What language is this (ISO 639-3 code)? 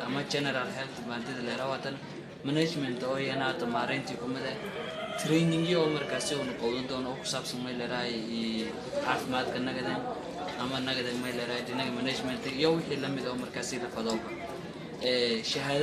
som